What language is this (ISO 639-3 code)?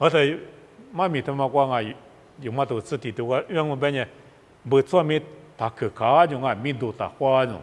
lis